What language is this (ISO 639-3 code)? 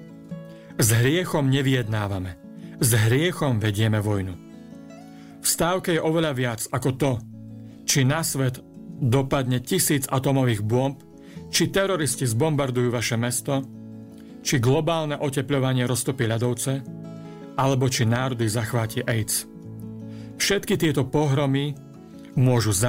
slk